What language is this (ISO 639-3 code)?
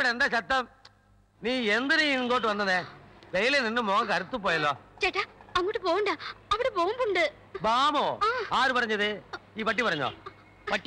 tam